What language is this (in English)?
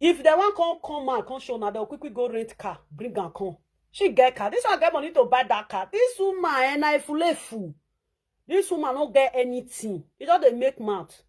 Nigerian Pidgin